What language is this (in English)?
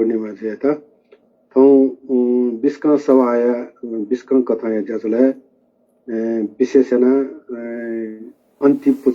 Newari